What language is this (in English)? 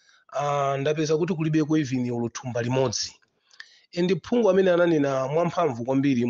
Nyanja